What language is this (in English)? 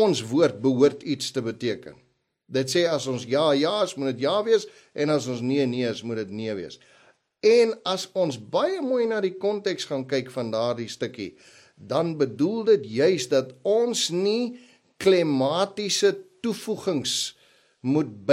Afrikaans